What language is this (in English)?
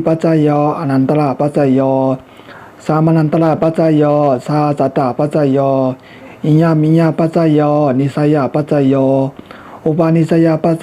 Shan